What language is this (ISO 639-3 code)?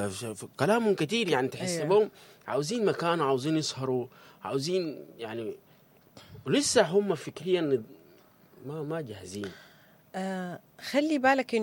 apd